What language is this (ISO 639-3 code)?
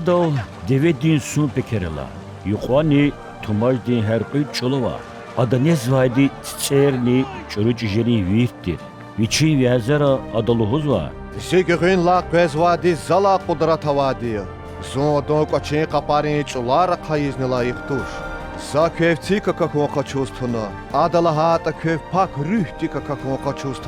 lez